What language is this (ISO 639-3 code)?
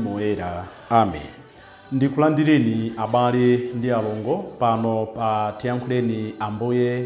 nya